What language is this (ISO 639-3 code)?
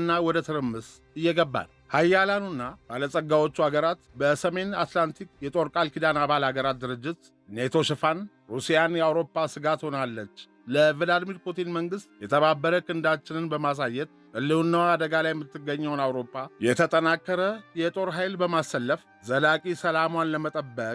amh